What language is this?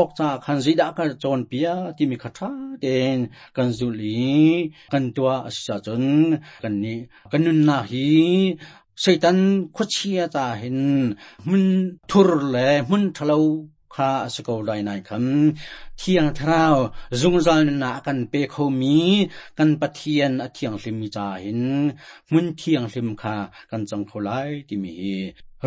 Hakha Chin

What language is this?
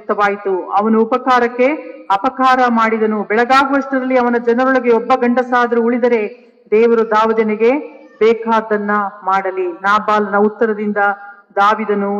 Kannada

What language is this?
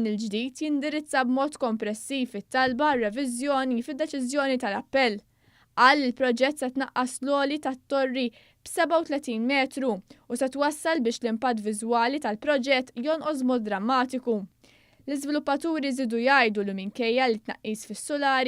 Maltese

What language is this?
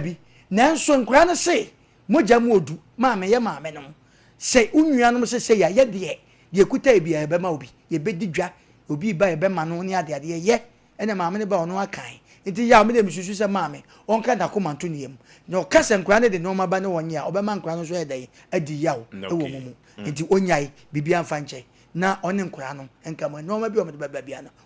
Akan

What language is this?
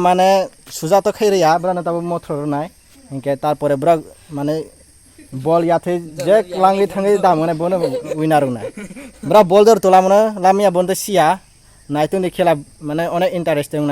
Kok Borok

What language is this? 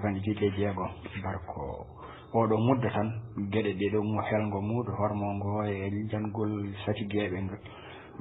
Fula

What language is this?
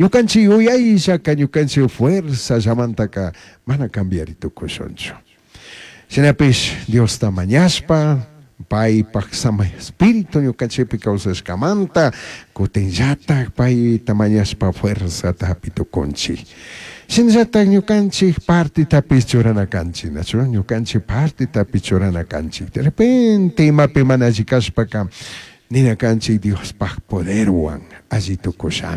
Chimborazo Highland Quichua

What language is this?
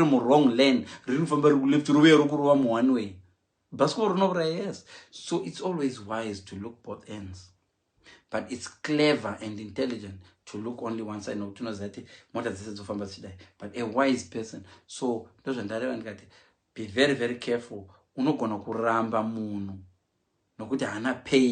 Shona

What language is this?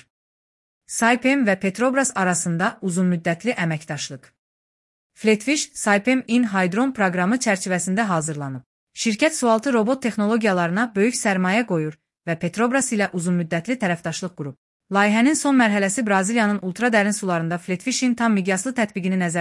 Azerbaijani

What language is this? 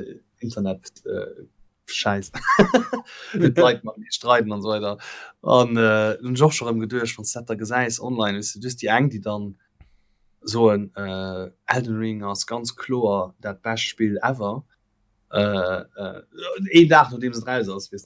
Luxembourgish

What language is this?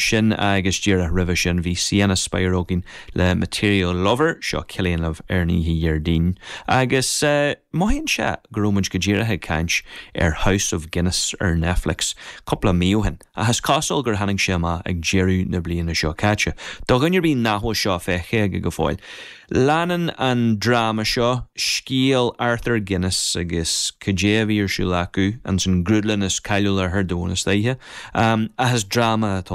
Irish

